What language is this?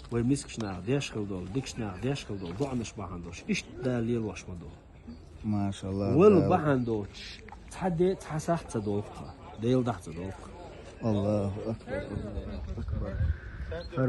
Chechen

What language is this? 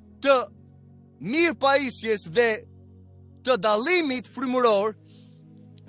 Albanian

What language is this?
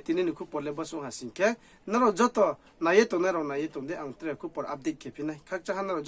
Riang (India)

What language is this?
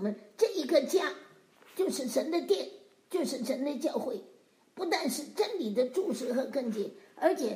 Chinese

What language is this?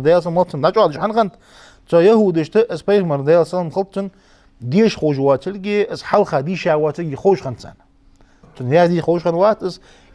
Ingush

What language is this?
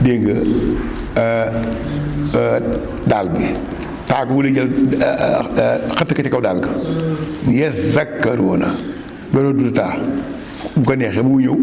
Wolof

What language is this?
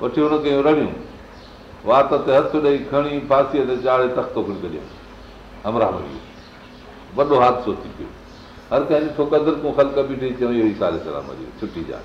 Sindhi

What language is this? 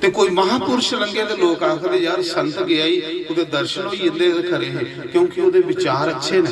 Dogri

